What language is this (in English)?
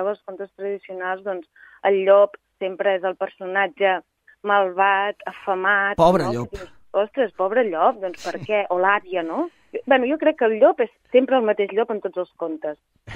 Catalan